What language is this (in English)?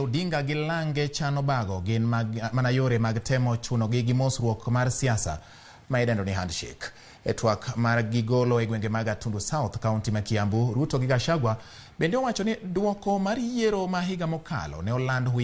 Luo (Kenya and Tanzania)